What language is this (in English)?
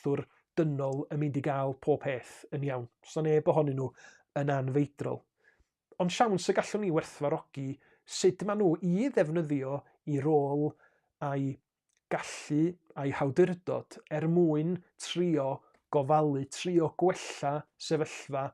Welsh